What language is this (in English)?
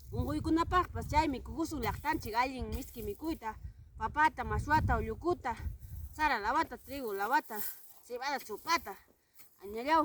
Ayacucho Quechua